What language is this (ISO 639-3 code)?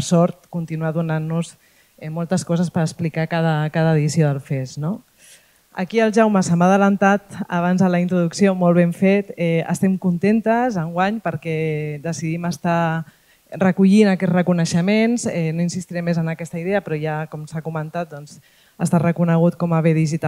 cat